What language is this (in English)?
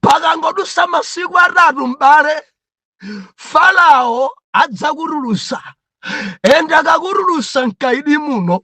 Nyanja